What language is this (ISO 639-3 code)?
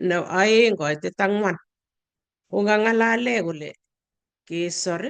kln